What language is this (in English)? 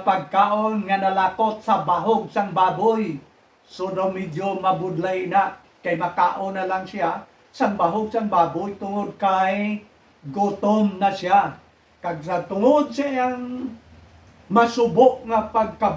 Hiligaynon